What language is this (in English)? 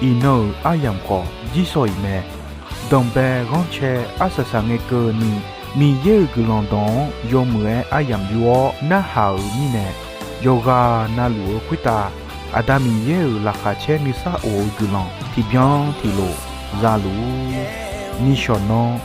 Akha